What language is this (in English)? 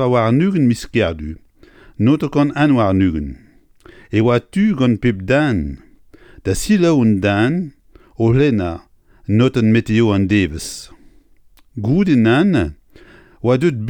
Breton